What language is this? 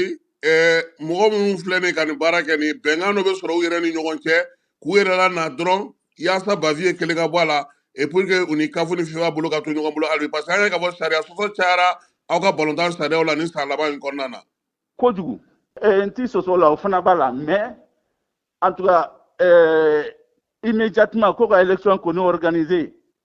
Bambara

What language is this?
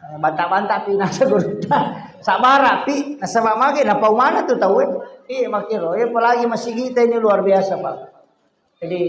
Buginese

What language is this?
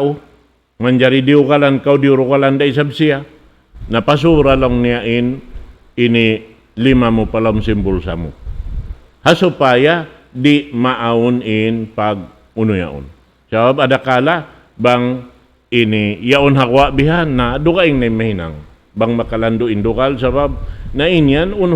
Tausug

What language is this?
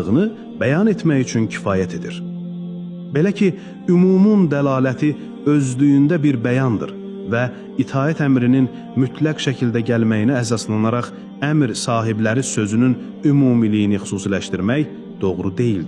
Azerbaijani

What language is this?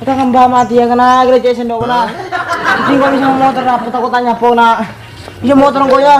Madurese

